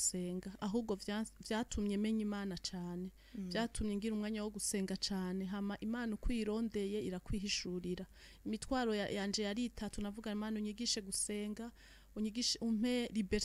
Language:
Rundi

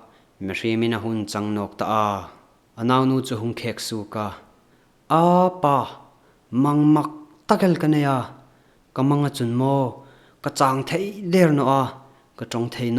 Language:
Hmar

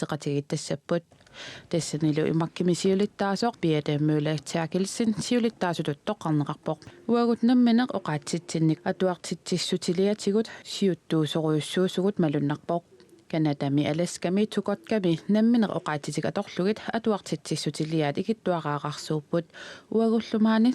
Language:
Kalaallisut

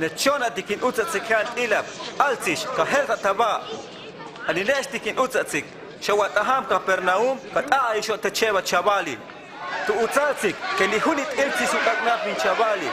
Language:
Huastec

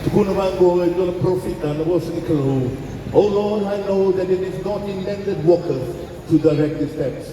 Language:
Fijian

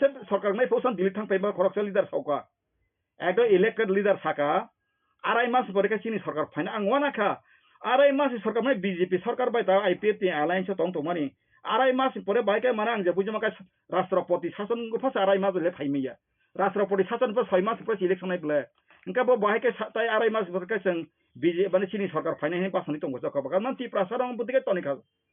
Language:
Kok Borok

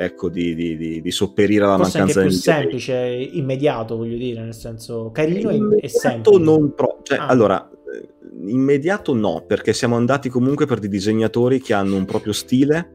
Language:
Italian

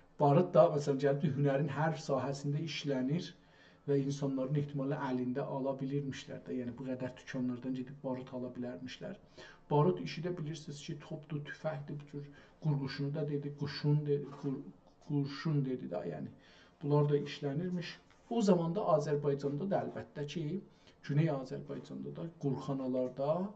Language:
South Azerbaijani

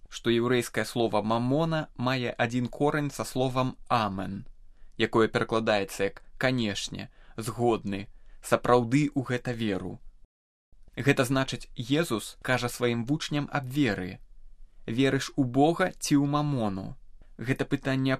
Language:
Belarusian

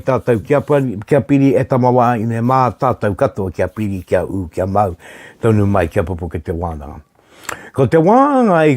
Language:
Māori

